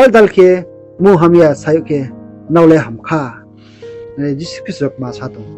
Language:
Riang (India)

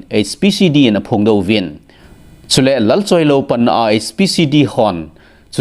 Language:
Thado Chin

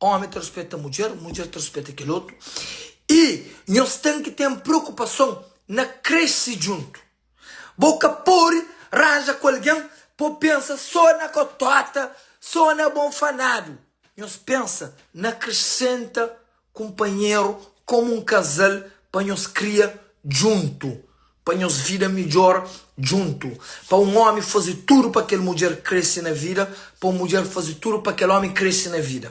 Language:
Kabuverdianu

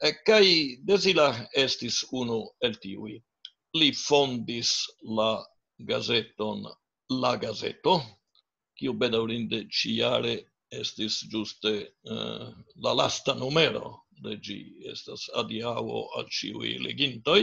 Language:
Esperanto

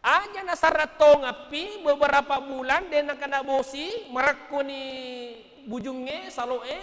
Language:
Buginese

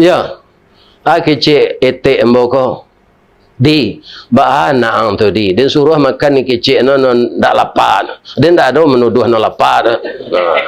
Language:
Minangkabau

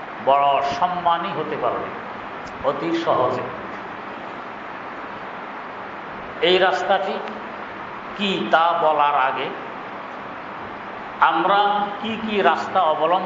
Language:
Bangla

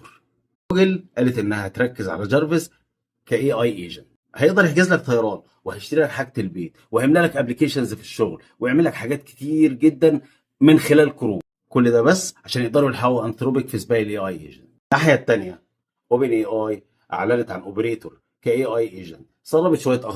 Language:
Egyptian Arabic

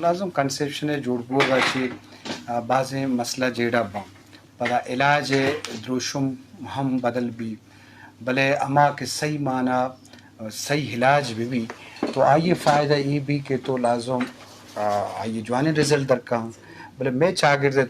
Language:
Eastern Balochi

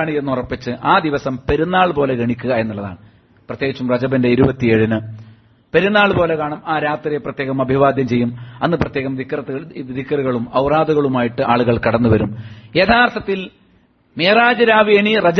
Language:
Malayalam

